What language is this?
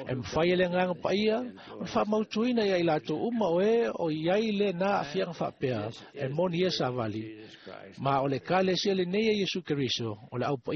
Samoan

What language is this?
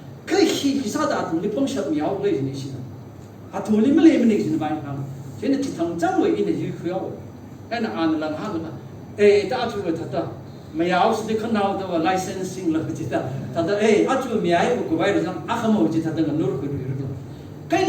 Tangkhul Naga (India)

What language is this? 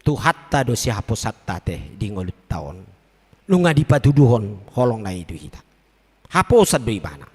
Batak Toba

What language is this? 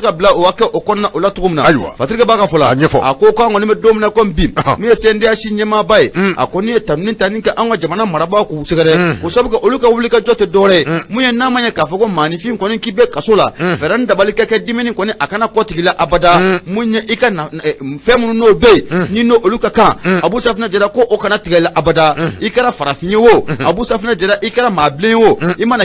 Bambara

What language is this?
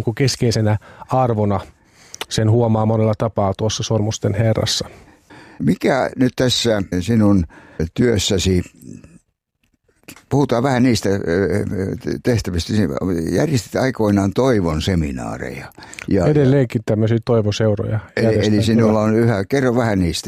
Finnish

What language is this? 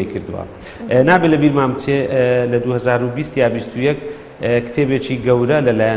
Central Kurdish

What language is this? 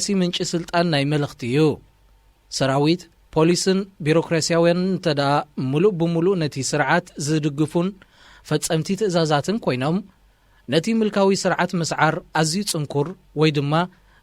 Tigrinya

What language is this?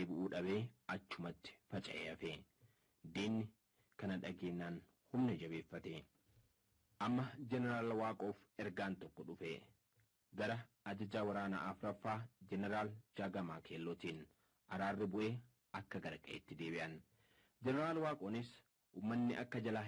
Oromo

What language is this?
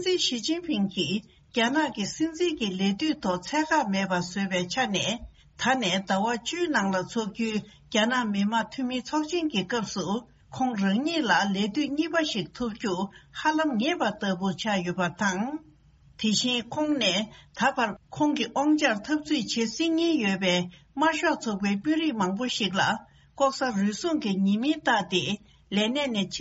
Tibetan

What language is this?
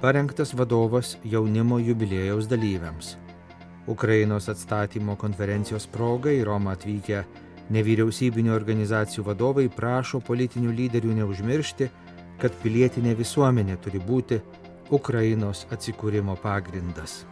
Lithuanian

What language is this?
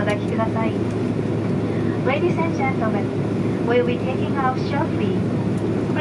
Japanese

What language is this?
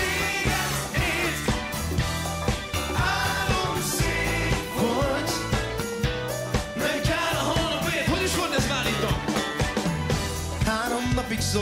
Hungarian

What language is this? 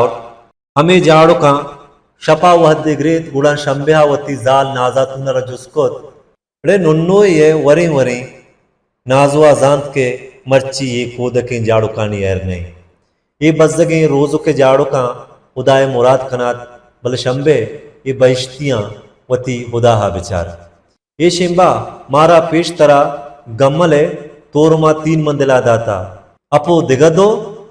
Baluchi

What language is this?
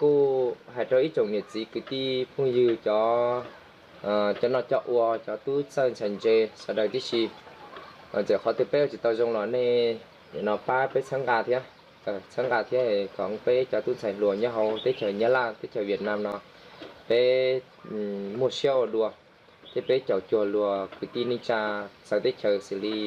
Hmong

